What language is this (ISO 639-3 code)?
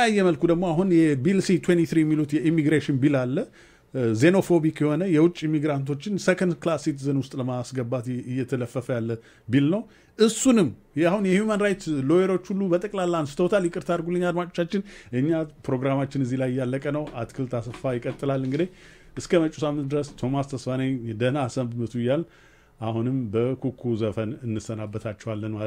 amh